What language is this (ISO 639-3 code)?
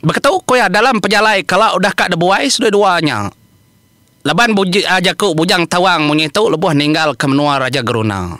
iba